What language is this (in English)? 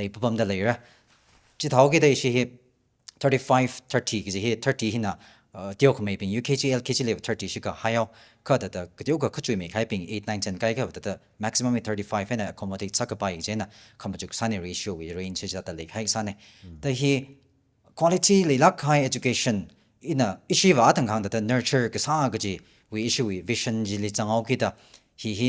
Tangkhul Naga (India)